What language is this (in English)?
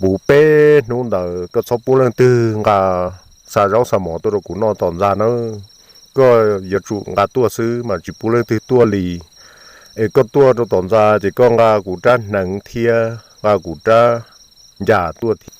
Hmong